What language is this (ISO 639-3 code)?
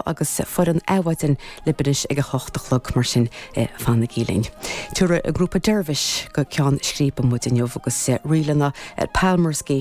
gle